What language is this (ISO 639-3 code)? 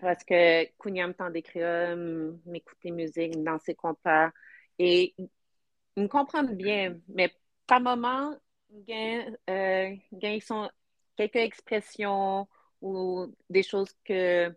hat